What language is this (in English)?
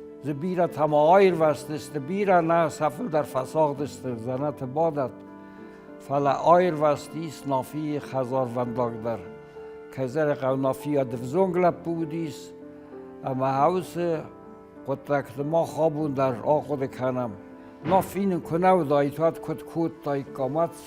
Ossetic